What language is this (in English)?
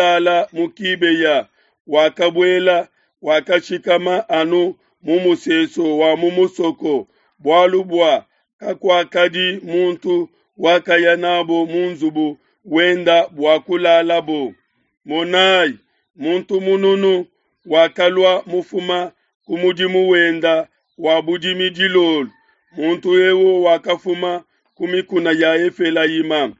Luba-Lulua